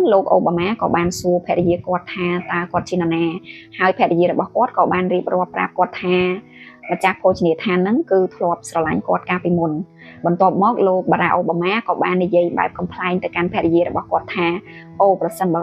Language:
Khmer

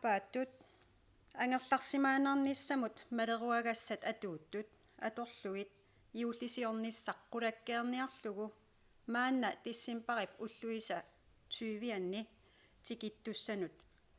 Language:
Kalaallisut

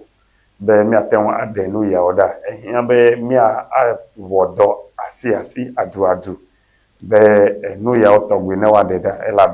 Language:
Ewe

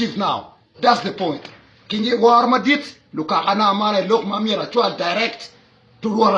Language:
Acoli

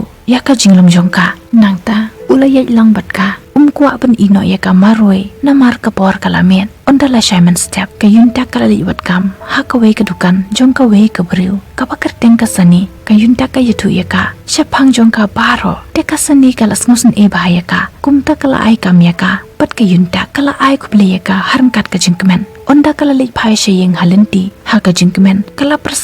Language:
Khasi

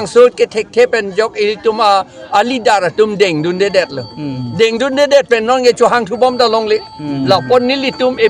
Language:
Karbi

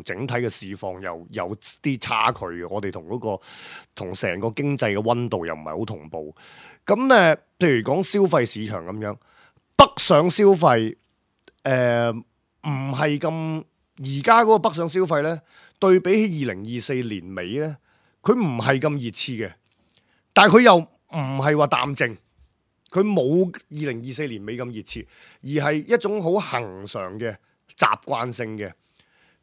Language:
Cantonese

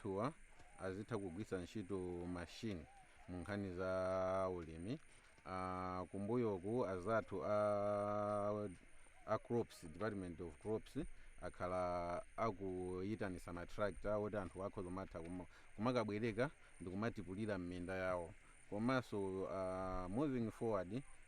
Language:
Nyanja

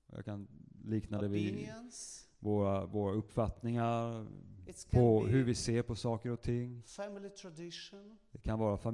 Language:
Swedish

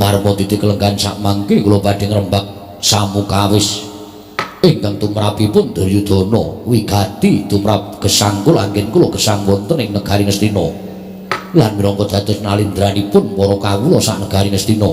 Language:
Javanese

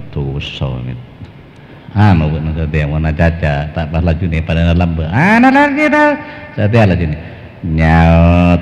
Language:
Madurese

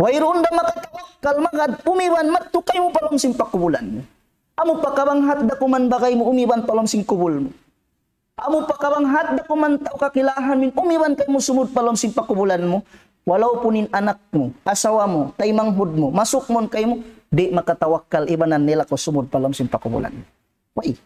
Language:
Tausug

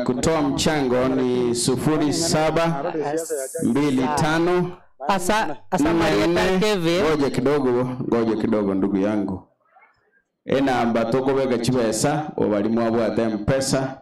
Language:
Gusii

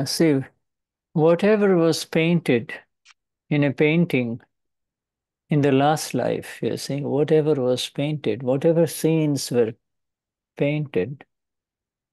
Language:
English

